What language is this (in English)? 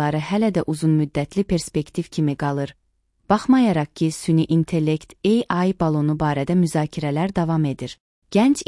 Azerbaijani